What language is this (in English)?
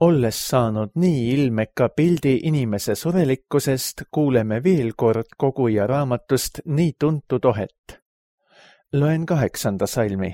Estonian